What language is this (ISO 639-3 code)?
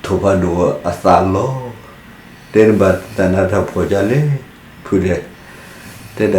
ksw